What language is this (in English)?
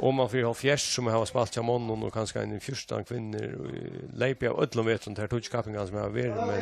Faroese